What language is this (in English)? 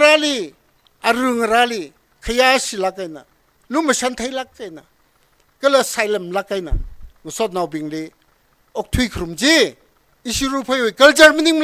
Tangkhul Naga (India)